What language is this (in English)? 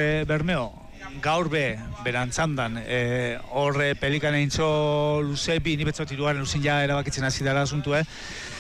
Basque